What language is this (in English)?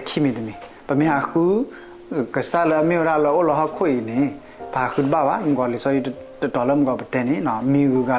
S'gaw Karen